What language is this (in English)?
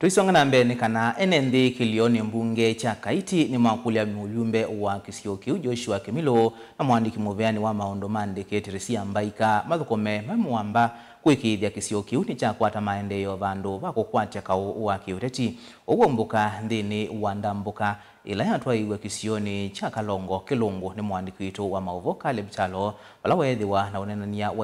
Kamba